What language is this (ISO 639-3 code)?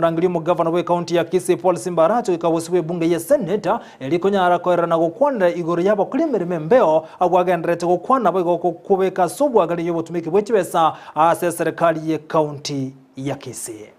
guz